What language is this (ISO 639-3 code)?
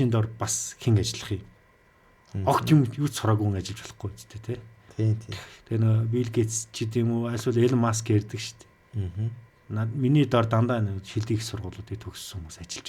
mon